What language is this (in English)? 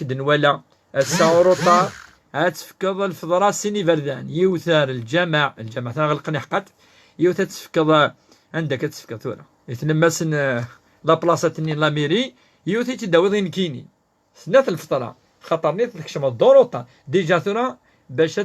Kabyle